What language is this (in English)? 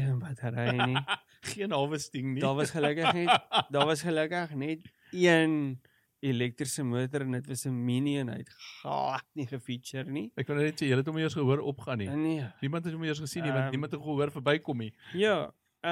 Afrikaans